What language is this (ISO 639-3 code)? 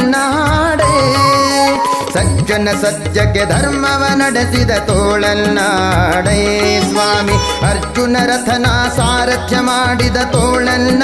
kan